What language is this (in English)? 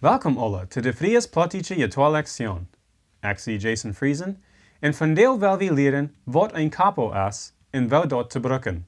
Plautdietsch